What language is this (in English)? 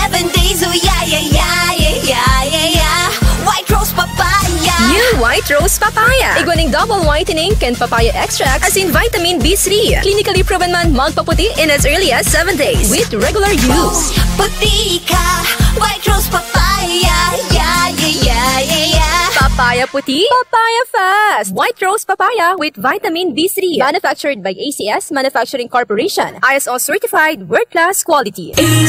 Bikol